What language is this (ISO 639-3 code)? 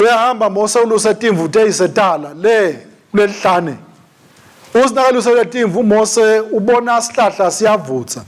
ssw